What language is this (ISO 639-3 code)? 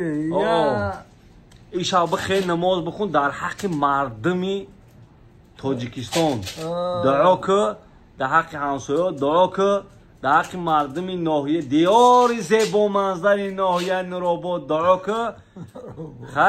tgk